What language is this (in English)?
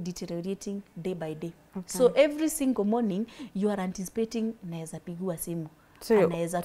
English